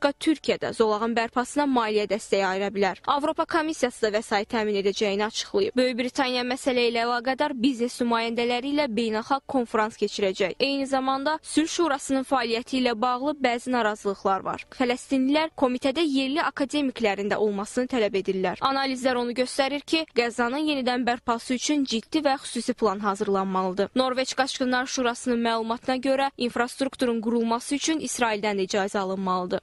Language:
Azerbaijani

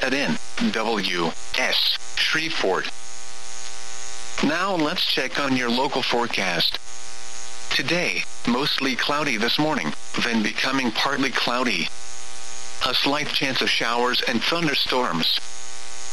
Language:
English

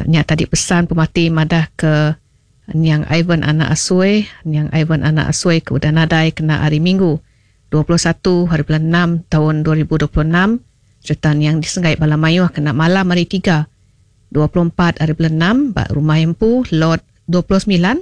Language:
Iban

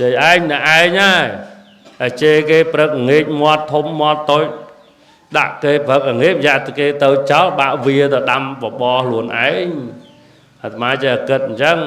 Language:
Khmer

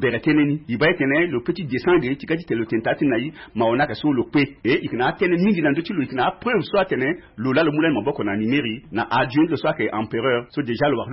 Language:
Sango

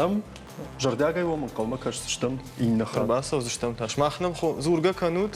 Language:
Ossetic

